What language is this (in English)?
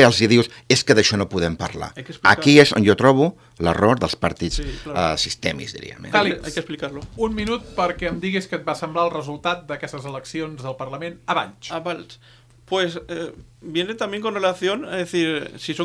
Catalan